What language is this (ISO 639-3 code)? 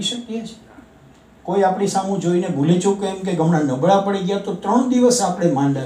guj